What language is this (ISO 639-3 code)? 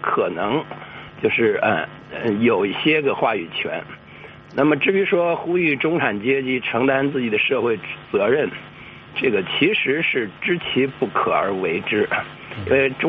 zho